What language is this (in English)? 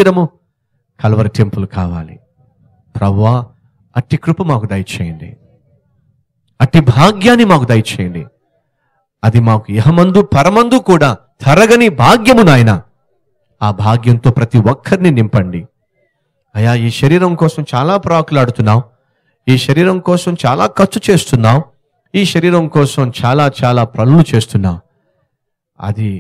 Telugu